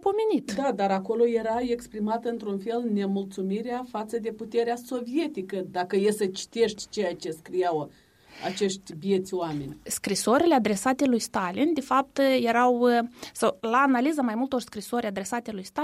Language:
Romanian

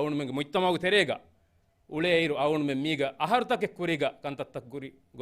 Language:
Divehi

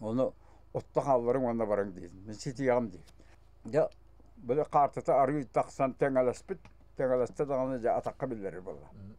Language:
Yakut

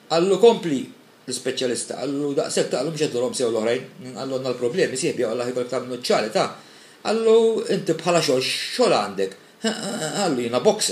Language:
Maltese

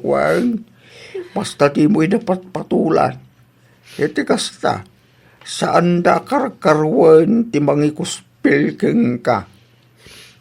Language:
Iloko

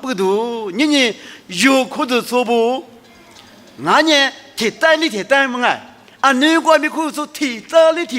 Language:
Lisu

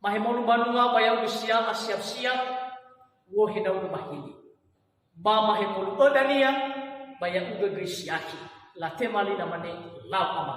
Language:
Nias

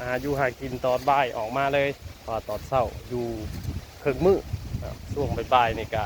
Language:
Northeastern Thai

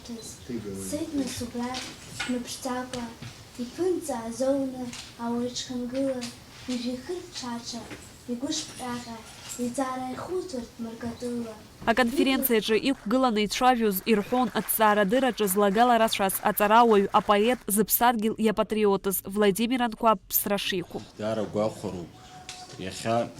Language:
Abkhazian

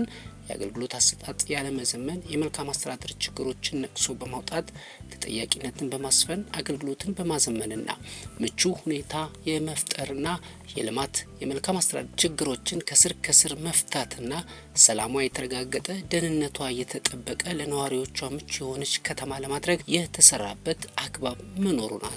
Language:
Amharic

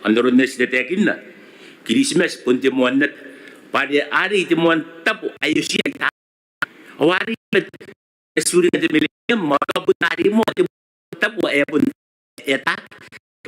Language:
Gilbertese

